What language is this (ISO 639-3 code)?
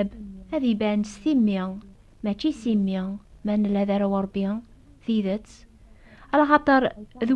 kab